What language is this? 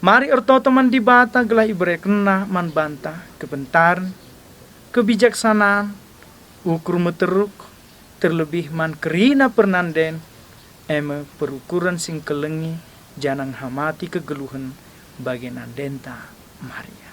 Batak Karo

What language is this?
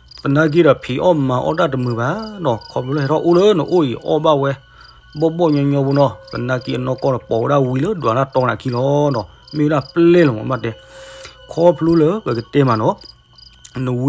S'gaw Karen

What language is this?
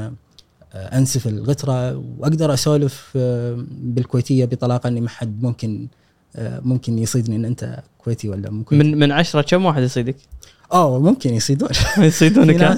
Gulf Arabic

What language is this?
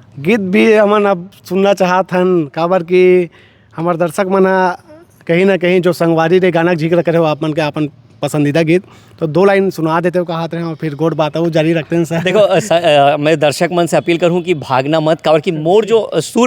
Chhattisgarhi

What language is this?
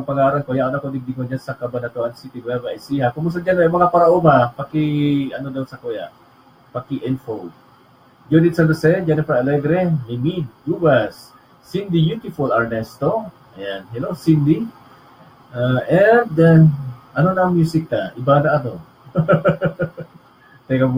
Bikol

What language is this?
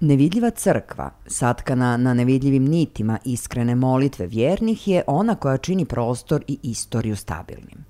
Serbian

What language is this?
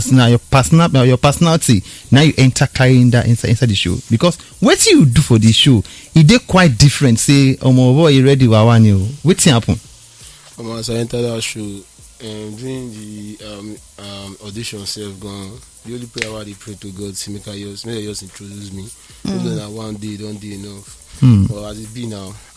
Nigerian Pidgin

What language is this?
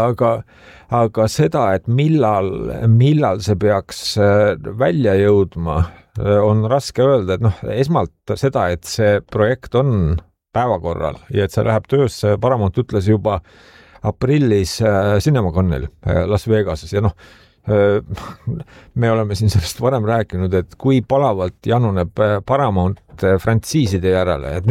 Estonian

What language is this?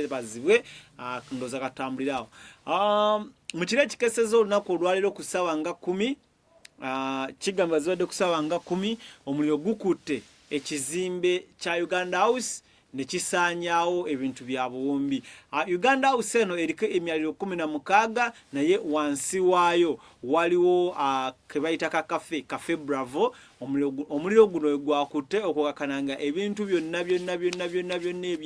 Ganda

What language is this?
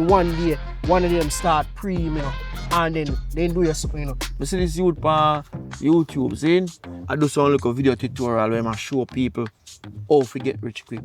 Jamaican Creole English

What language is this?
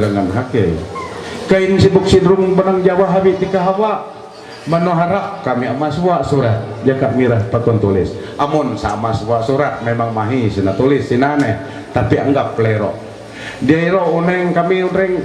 Ma'anyan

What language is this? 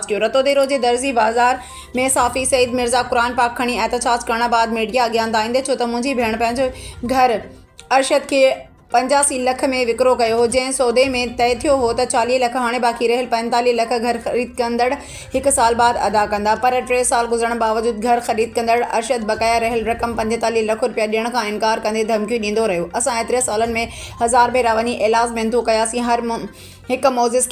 Sindhi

